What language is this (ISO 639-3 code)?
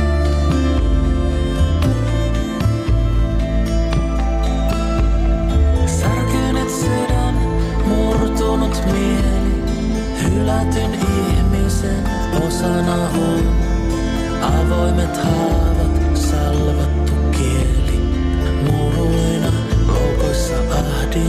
fin